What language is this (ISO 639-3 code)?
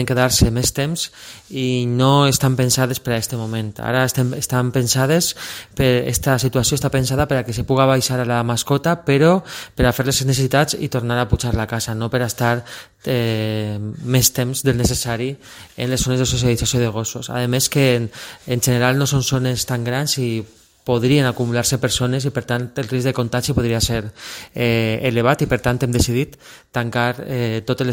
cat